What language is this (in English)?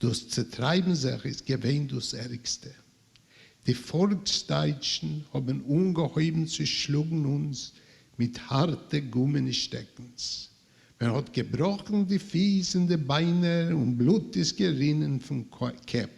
Yiddish